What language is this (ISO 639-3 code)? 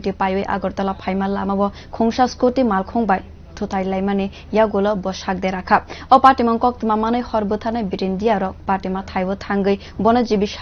trp